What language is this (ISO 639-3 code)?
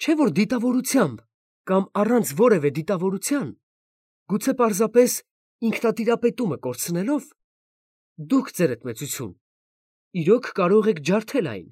hye